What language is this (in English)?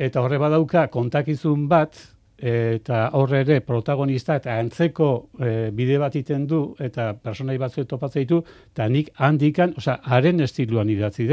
Basque